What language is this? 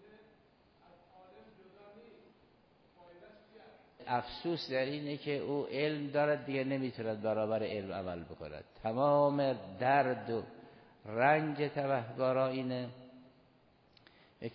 Persian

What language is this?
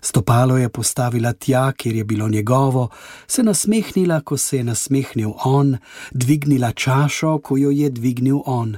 Slovenian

